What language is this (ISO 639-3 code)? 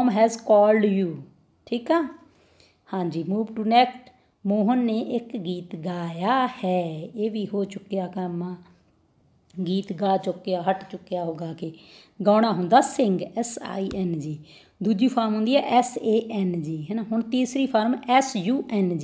pan